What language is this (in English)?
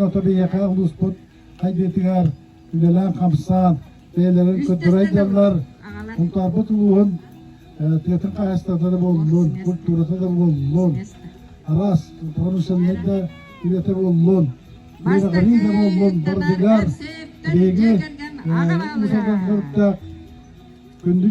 Yakut